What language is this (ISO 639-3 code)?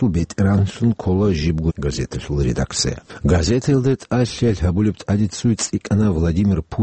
ava